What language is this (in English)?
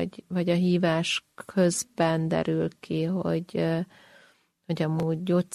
Hungarian